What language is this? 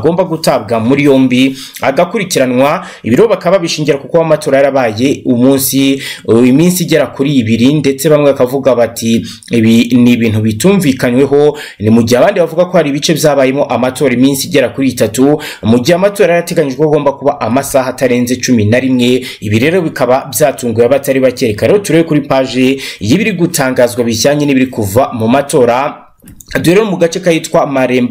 Kinyarwanda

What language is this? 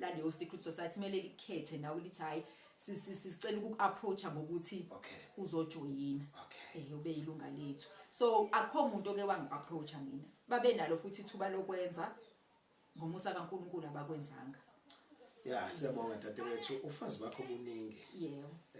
Zulu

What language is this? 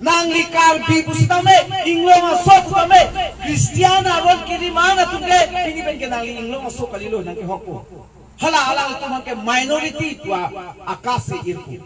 Karbi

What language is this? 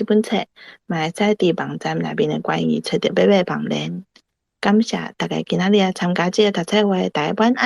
Min Nan Chinese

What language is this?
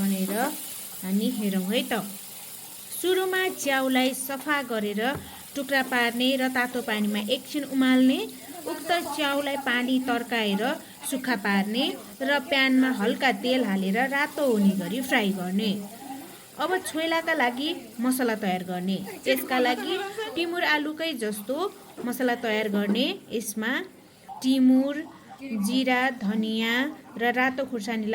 Nepali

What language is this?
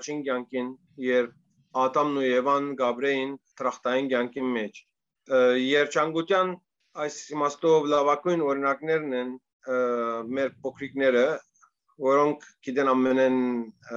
Western Armenian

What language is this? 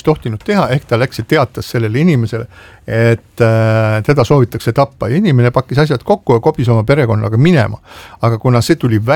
Estonian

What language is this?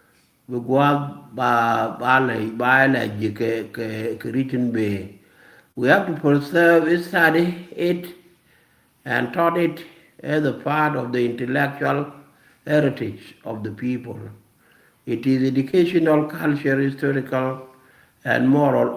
Nuer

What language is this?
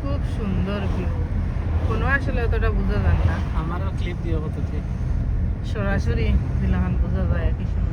Sylheti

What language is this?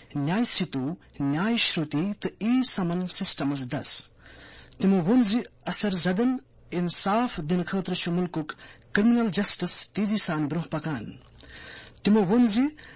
Kashmiri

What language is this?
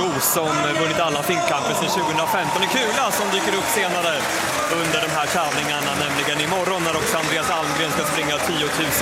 Swedish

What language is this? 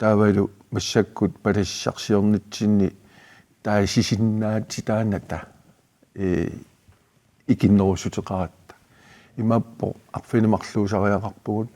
Kalaallisut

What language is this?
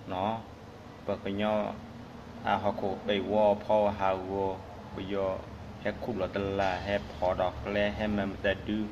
S'gaw Karen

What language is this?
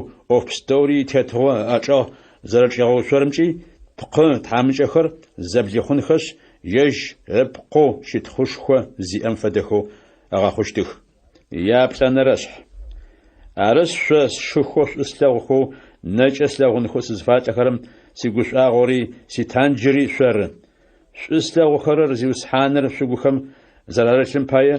Adyghe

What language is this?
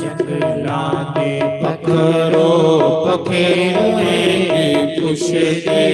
Dogri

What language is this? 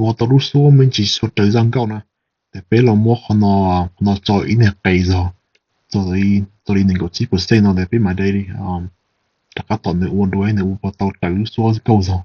Hmong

